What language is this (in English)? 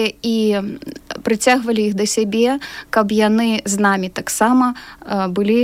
Belarusian